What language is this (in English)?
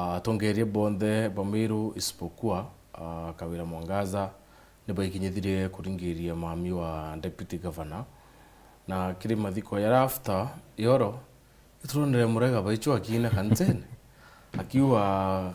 Meru